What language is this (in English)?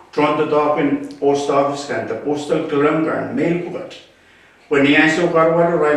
Pohnpeian